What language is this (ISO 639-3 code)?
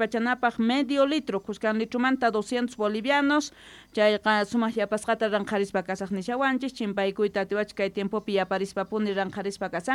quh